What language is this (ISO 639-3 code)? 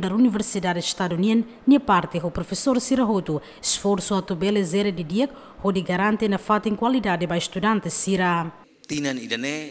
tet